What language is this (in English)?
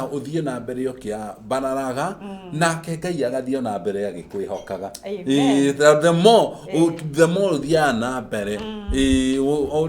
Kikuyu